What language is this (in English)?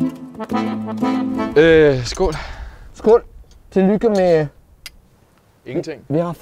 Danish